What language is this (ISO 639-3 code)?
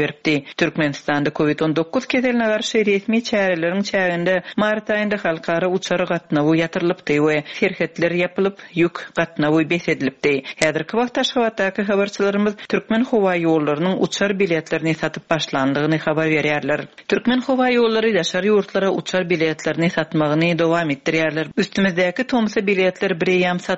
tuk